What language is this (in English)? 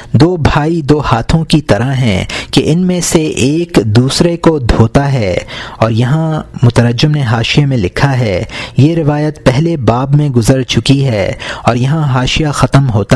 Urdu